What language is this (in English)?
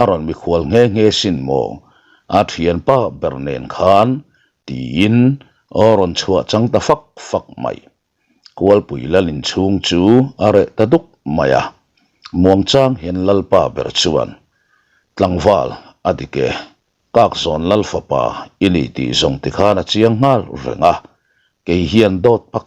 Mizo